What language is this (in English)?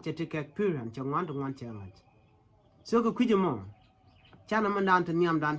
Nuer